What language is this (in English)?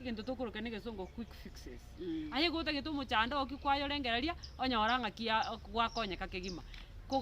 Gusii